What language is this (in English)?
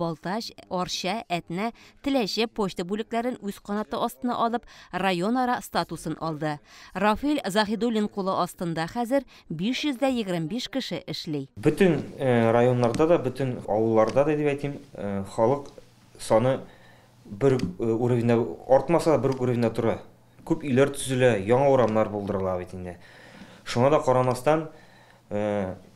Tatar